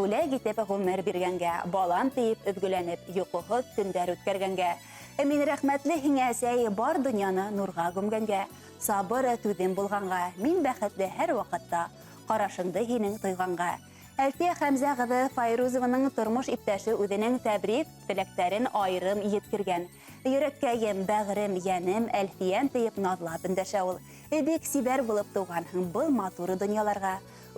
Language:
Bashkir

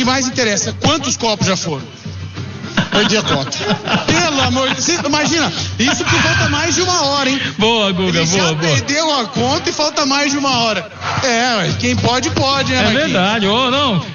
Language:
Portuguese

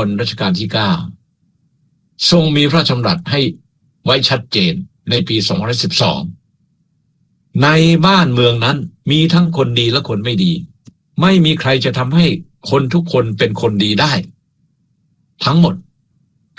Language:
Thai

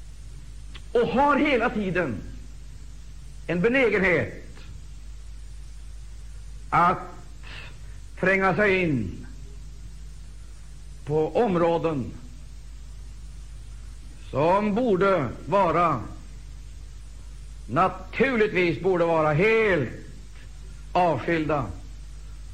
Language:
Swedish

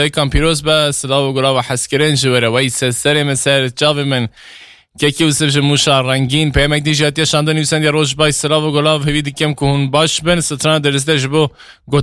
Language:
Kurdish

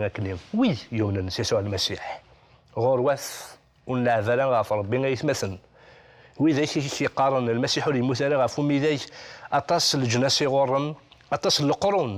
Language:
Kabyle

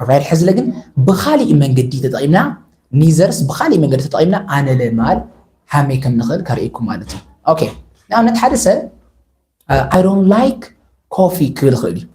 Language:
Tigrinya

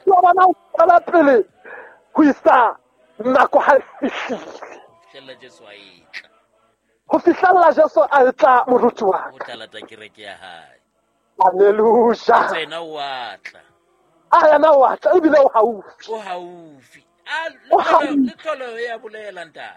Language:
Southern Sotho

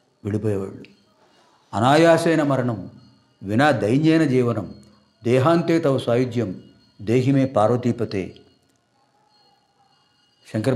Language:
Telugu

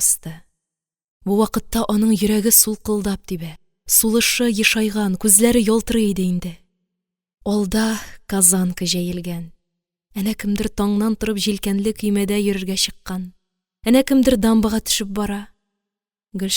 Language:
Tatar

